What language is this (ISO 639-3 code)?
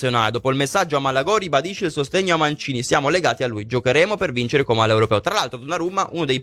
ita